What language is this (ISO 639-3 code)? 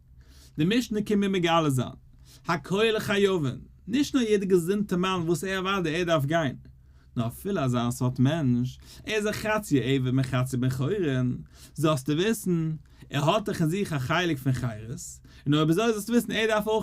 yid